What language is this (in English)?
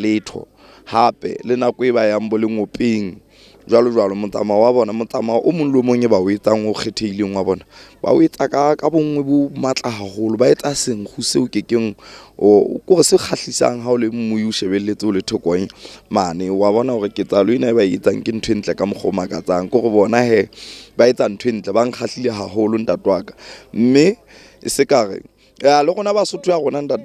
Southern Sotho